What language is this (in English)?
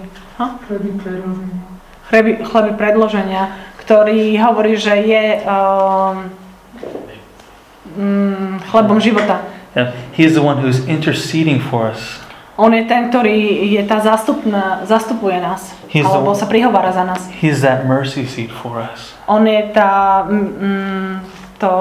Slovak